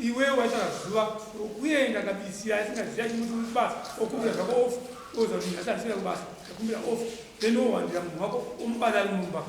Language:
Shona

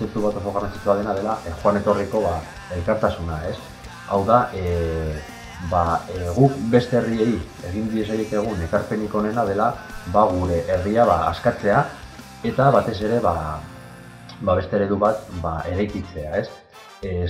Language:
Basque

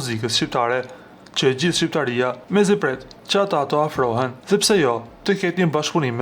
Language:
Albanian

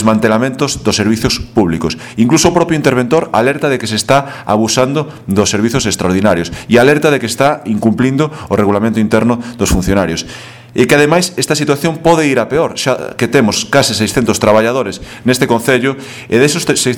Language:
Galician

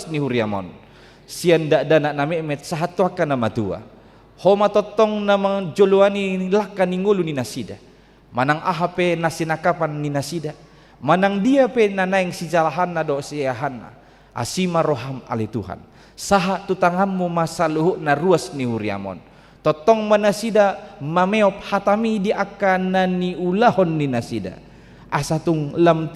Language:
Batak Toba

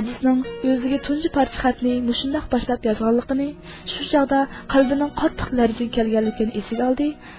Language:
Uyghur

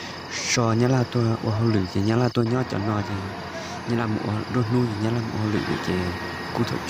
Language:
Hmong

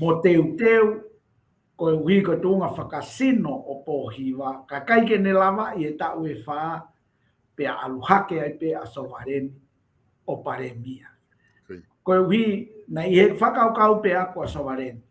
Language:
Tongan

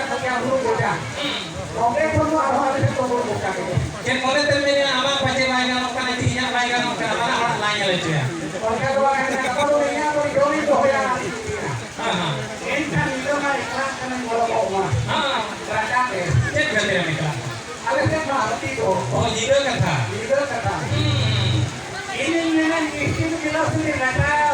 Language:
Santali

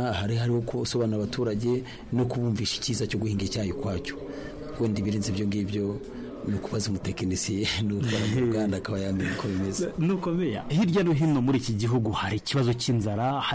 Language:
Kinyarwanda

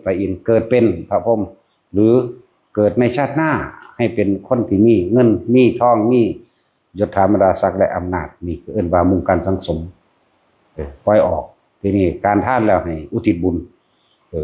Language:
Northeastern Thai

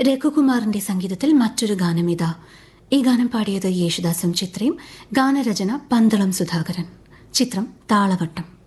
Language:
Malayalam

